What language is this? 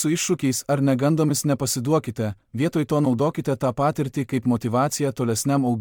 Lithuanian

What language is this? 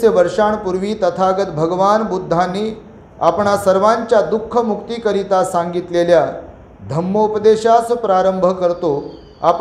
Marathi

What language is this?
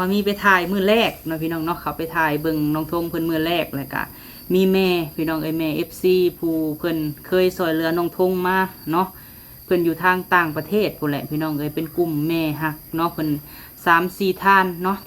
Lao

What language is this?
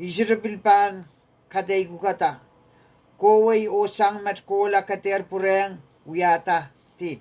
Pohnpeian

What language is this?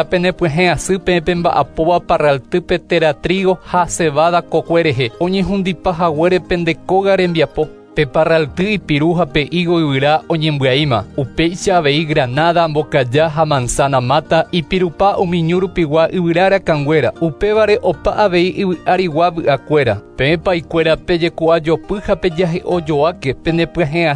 Guarani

